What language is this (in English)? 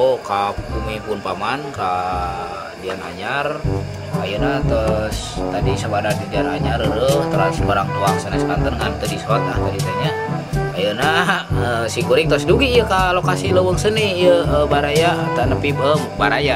Sundanese